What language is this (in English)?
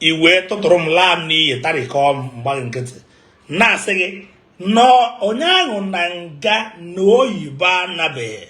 Igbo